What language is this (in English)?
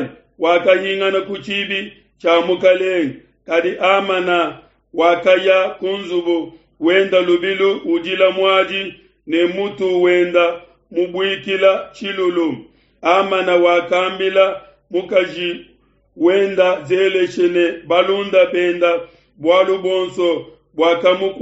Luba-Lulua